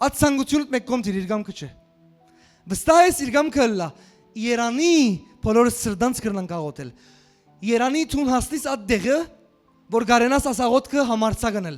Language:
Western Armenian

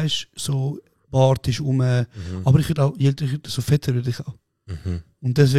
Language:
Swiss German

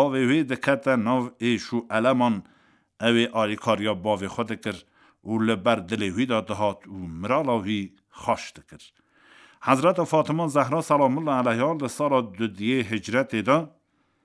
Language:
Kurdish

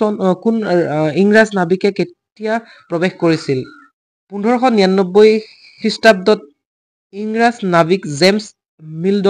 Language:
Assamese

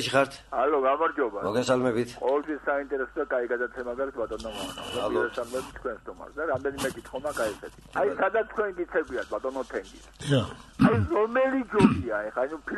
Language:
Georgian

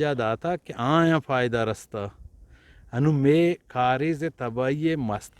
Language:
Eastern Balochi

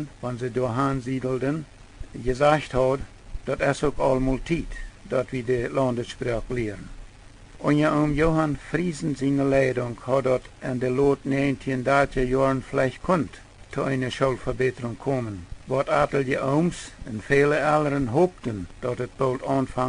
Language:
Plautdietsch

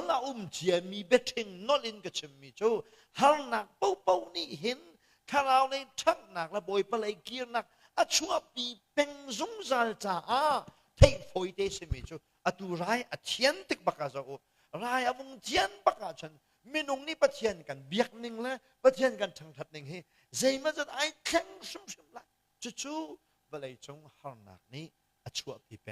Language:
Hakha Chin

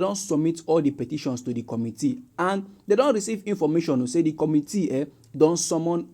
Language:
Nigerian Pidgin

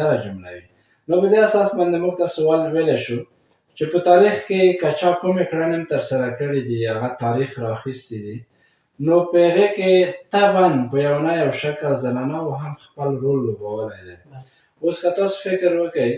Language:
Pashto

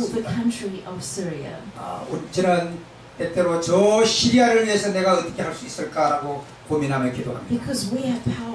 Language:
Korean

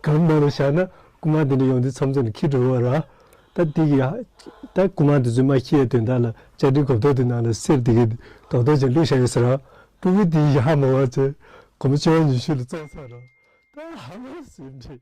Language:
Tibetan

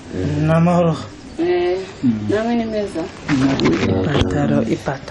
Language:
Kinyarwanda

